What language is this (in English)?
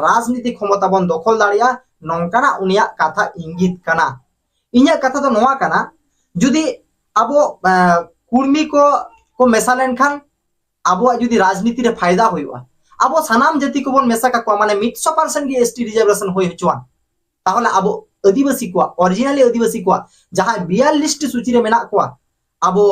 Santali